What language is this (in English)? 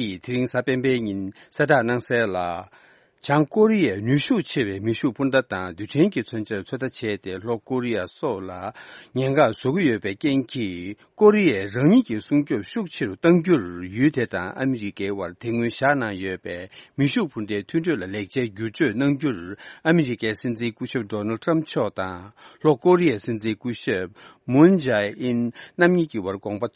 Tibetan